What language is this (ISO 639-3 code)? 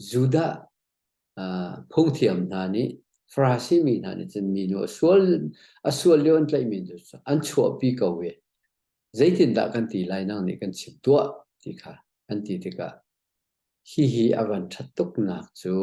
cnh